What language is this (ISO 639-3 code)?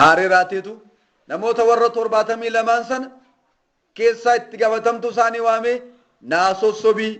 orm